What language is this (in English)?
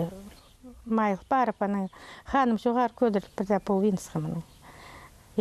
Khakas